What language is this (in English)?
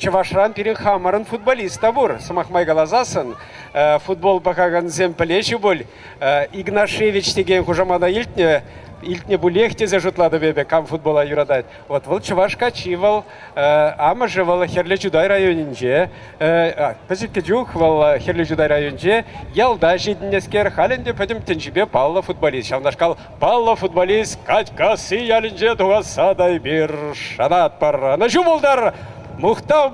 Chuvash